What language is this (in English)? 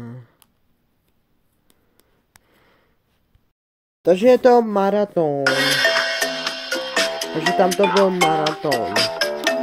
Czech